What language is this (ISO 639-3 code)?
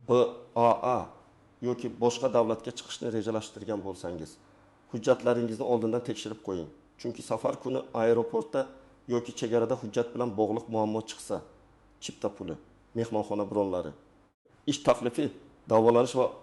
uzb